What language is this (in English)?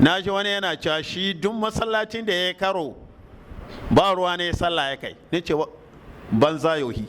Hausa